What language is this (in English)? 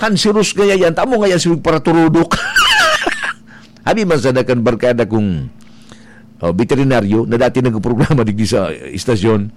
Bikol